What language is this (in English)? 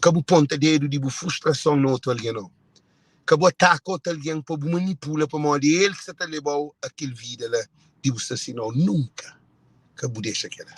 Kabuverdianu